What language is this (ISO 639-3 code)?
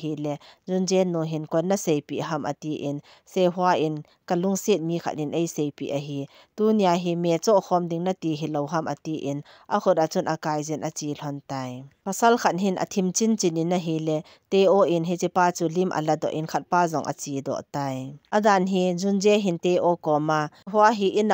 tcz